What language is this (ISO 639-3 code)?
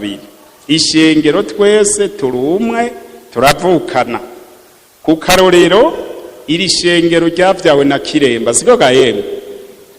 run